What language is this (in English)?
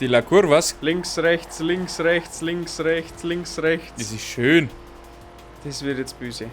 Bavarian